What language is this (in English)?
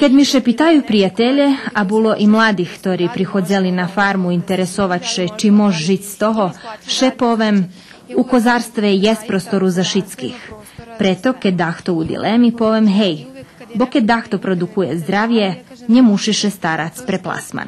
Rusyn